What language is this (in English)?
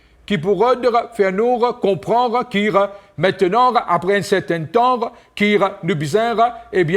Morisyen